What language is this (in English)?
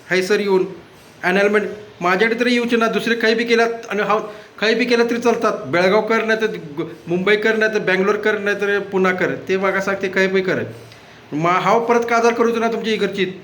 Konkani